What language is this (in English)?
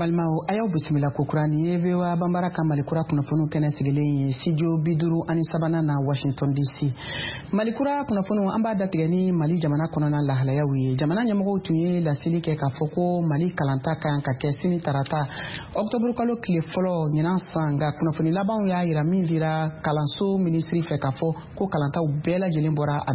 Bambara